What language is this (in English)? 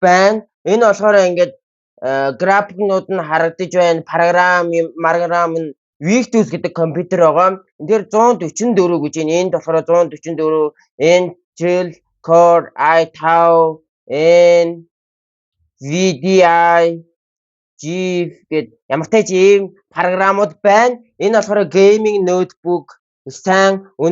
Mongolian